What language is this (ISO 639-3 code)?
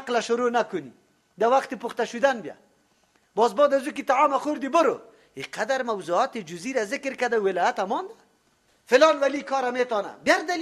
fas